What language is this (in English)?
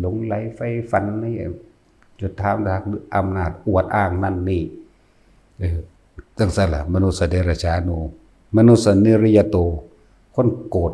Northeastern Thai